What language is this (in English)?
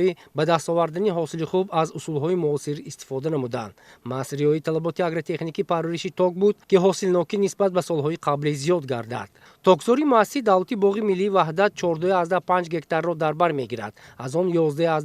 Tajik